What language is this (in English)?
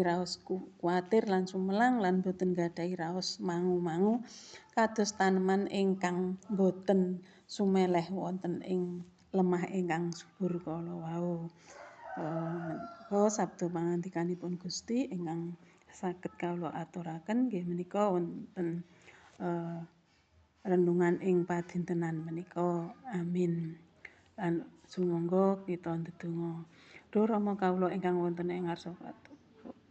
Javanese